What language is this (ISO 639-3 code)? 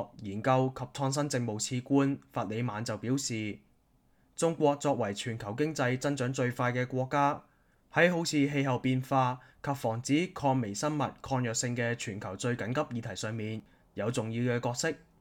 yue